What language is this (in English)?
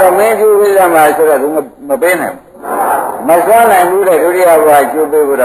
Burmese